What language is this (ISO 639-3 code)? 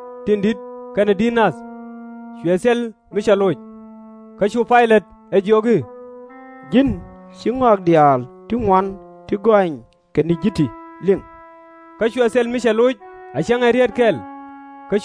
nus